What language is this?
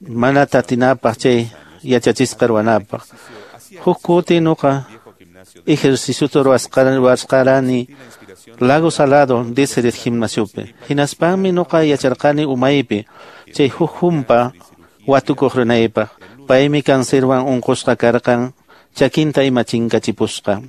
Quechua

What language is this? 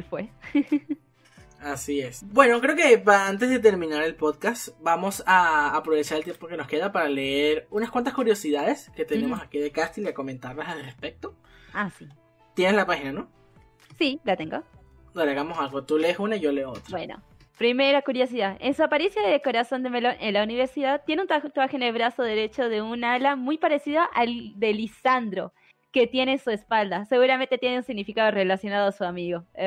Spanish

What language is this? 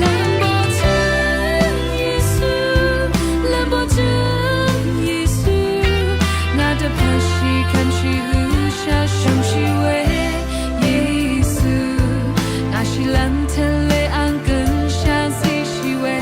Rawang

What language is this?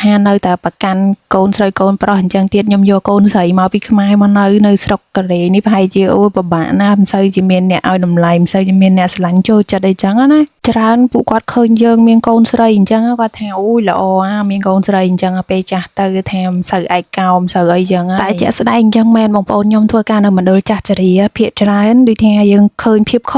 Khmer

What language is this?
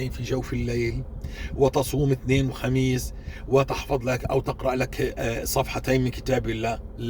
North Levantine Arabic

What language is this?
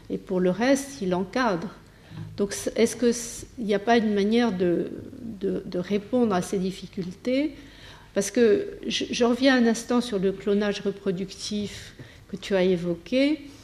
French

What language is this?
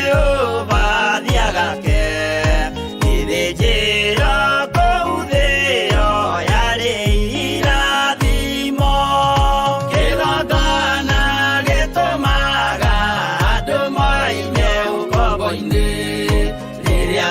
Kikuyu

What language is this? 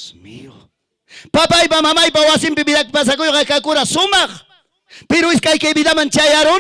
Ayacucho Quechua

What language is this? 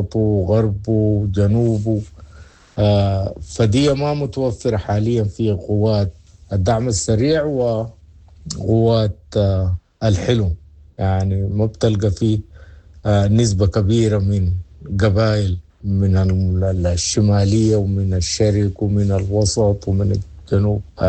Sudanese Arabic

